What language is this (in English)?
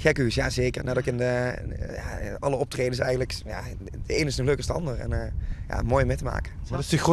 Limburgish